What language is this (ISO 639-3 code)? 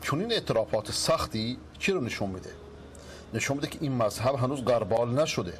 fas